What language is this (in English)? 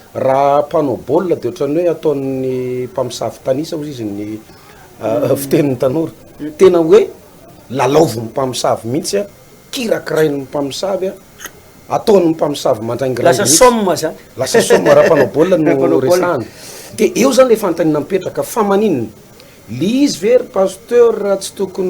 Malagasy